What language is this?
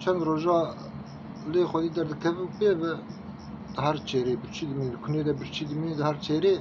Kurdish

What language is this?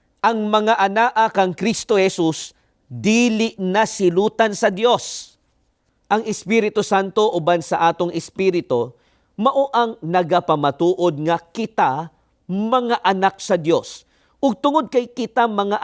Cebuano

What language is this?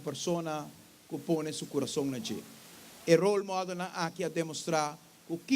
Papiamento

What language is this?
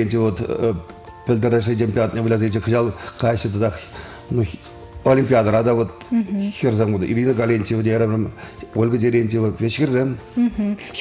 Chuvash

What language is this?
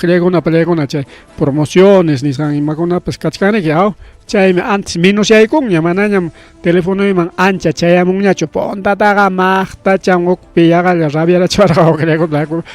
Ayacucho Quechua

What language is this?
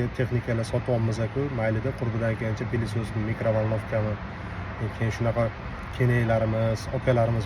Uzbek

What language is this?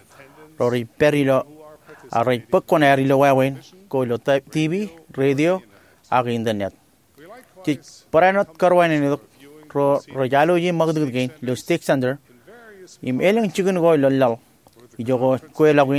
Marshallese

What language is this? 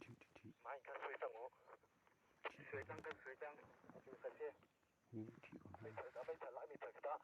Hakha Chin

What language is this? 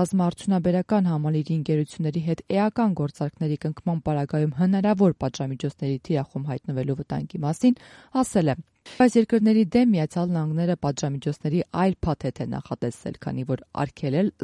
Armenian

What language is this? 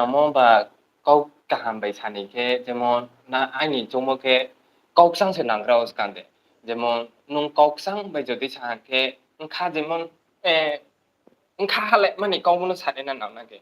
Riang (India)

